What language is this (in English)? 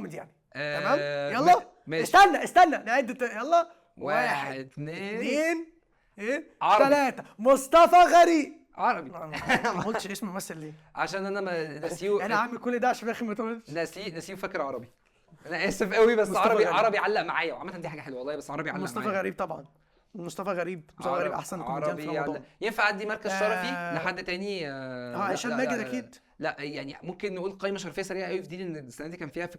Egyptian Arabic